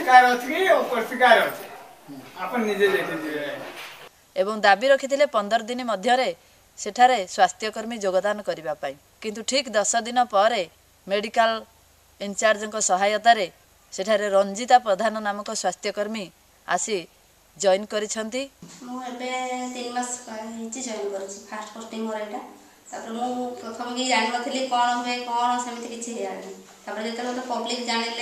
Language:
Odia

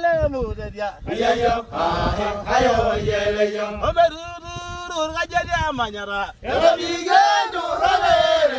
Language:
Masai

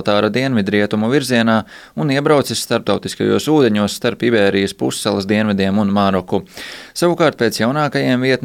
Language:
Latvian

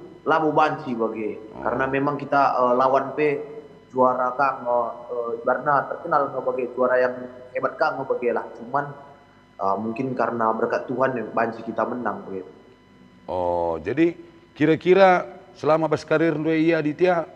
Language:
Batak Karo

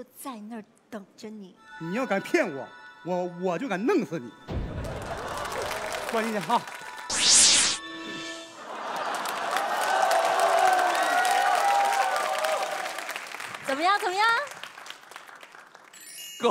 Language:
Chinese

